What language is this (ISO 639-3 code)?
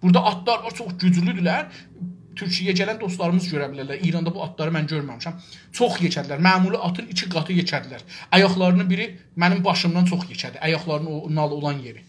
azb